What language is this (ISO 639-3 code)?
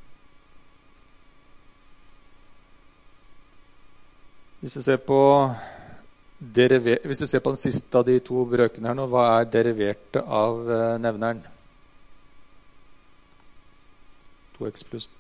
nor